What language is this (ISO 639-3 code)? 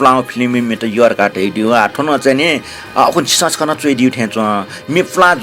new